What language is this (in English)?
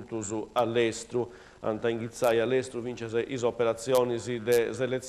Sardinian